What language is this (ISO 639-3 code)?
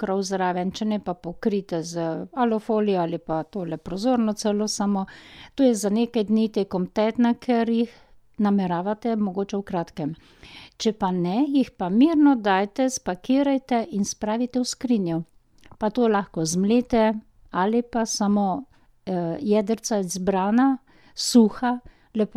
slv